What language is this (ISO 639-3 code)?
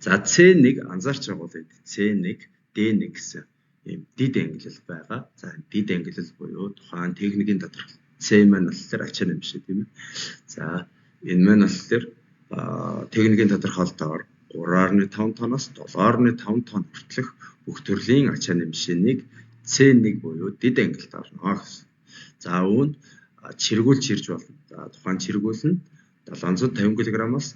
mon